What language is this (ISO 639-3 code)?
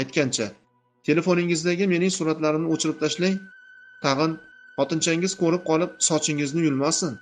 uzb